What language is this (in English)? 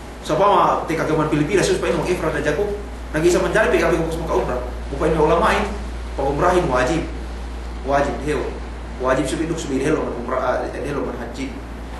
Yakan